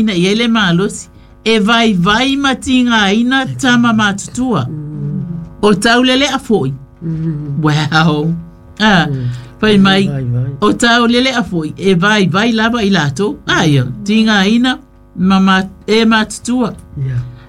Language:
Samoan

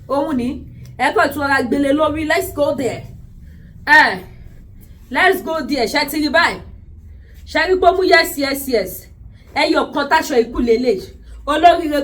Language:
Yoruba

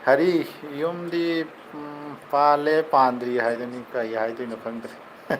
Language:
Manipuri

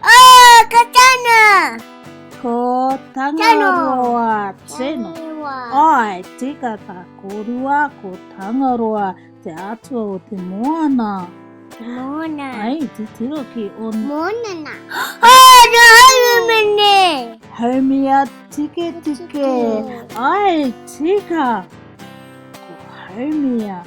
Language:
Māori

